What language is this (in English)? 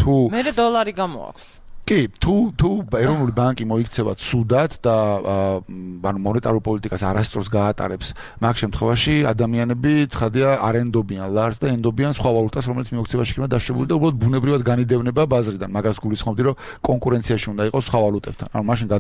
Georgian